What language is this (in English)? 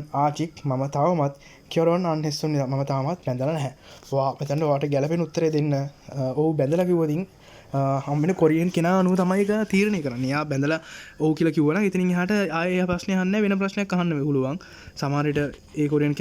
Sinhala